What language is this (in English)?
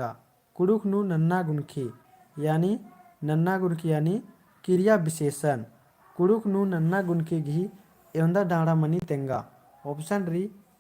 Kurukh